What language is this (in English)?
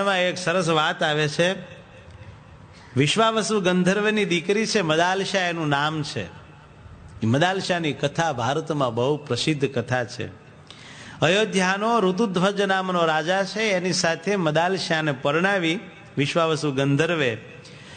Gujarati